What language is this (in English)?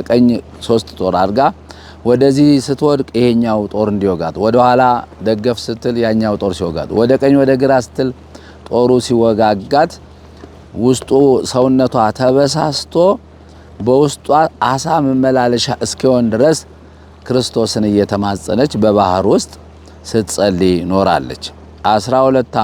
Amharic